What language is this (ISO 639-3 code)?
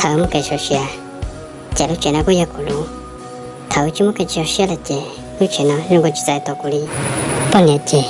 hmn